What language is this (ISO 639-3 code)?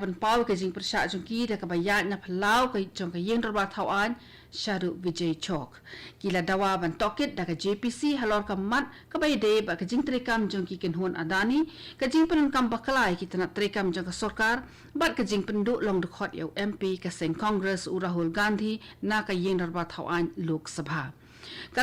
kha